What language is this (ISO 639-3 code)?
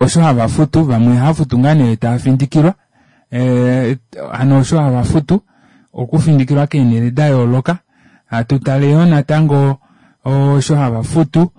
kua